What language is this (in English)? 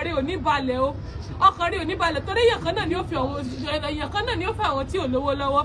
Yoruba